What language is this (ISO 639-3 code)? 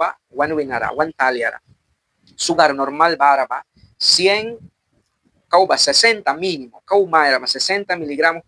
miq